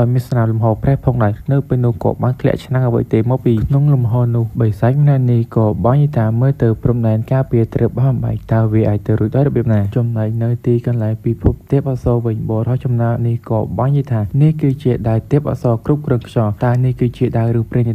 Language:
Khmer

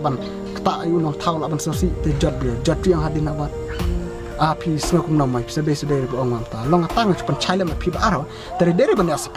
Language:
Khasi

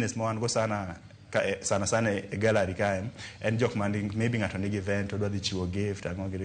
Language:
Luo (Kenya and Tanzania)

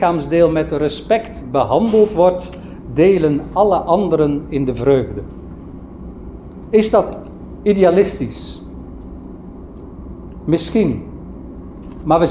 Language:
Dutch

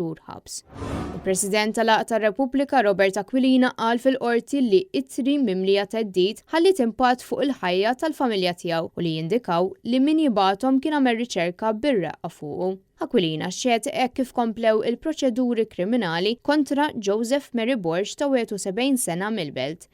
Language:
Maltese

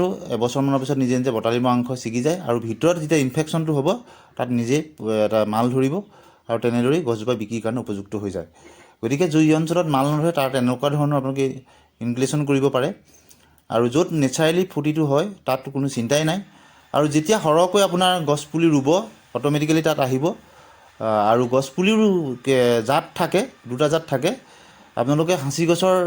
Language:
Assamese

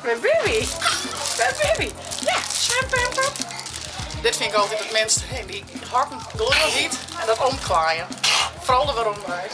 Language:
Western Frisian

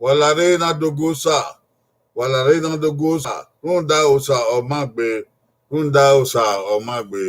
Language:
Bini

